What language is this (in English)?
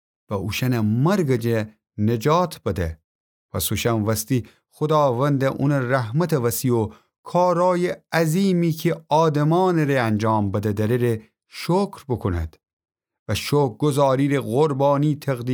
Gilaki